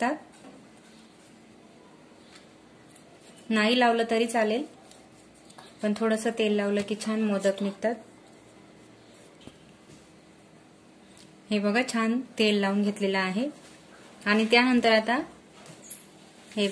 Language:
Marathi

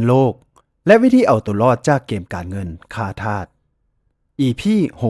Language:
Lao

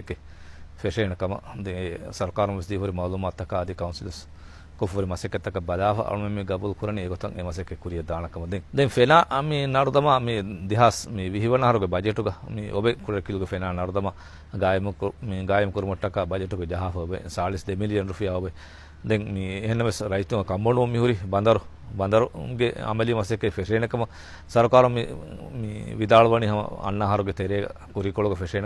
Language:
Divehi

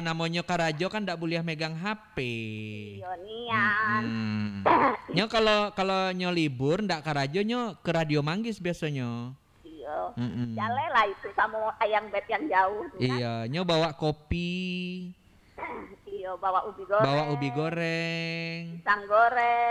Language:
Minangkabau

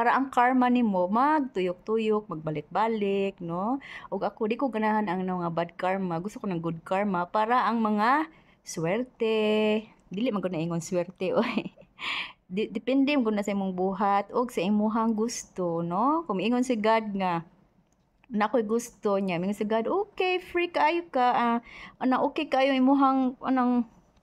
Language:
Cebuano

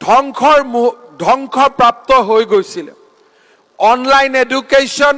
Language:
Assamese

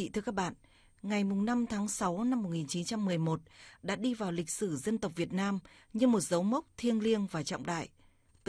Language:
Vietnamese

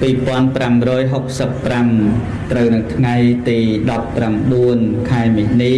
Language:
Khmer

